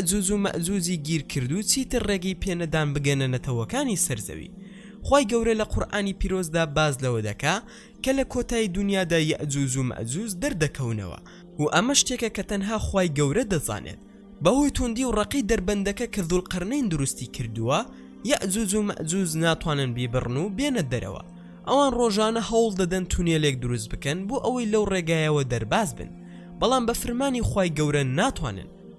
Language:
Central Kurdish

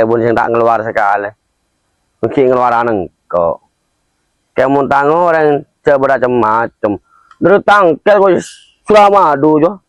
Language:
Madurese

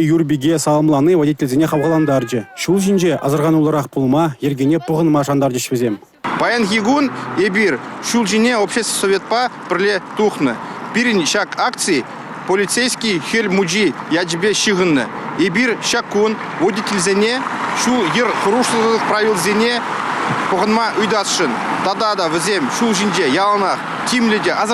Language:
Chuvash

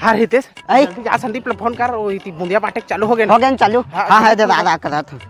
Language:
Chhattisgarhi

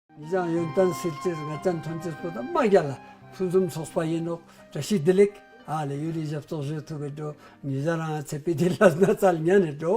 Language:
Ladakhi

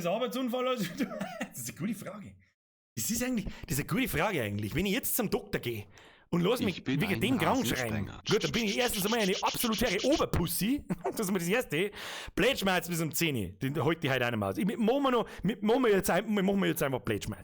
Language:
Bavarian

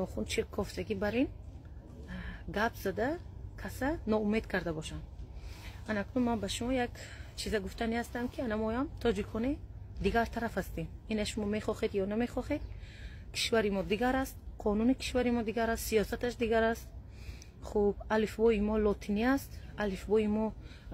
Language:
Tajik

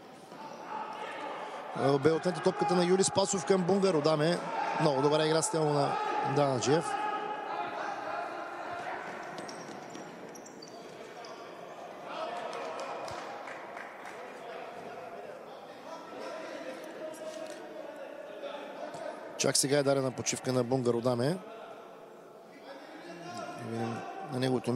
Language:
Bulgarian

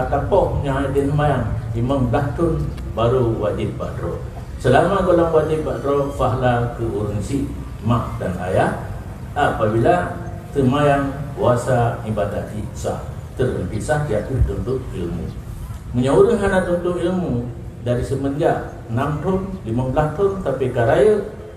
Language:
Achinese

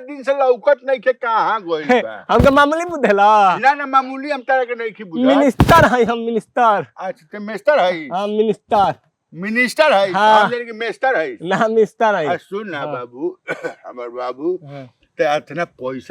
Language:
Bhojpuri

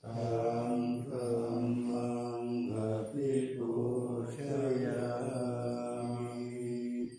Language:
Pali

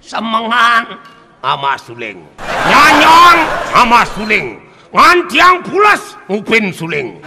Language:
Balinese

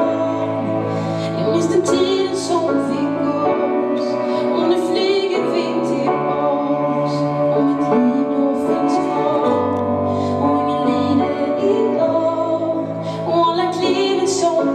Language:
Swedish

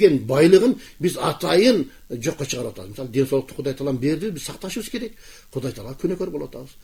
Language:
Kyrgyz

